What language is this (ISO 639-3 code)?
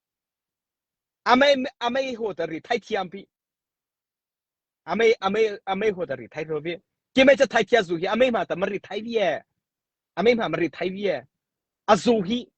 mrh